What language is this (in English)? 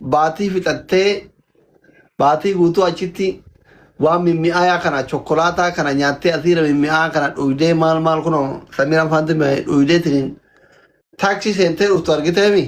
Oromo